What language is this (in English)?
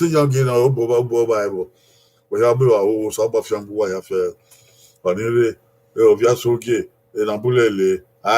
Bini